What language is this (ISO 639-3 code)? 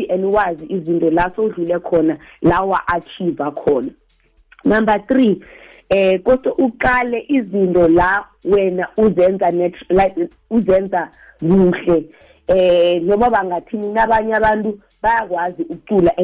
nbl